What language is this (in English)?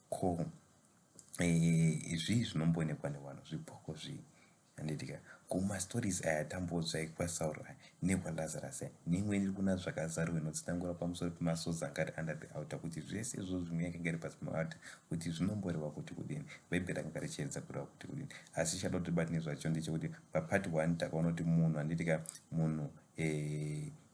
Shona